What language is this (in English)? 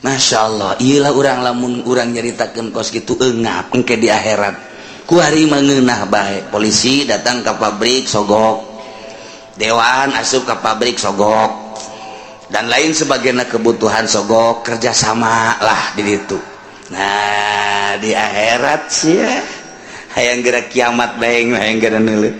Sundanese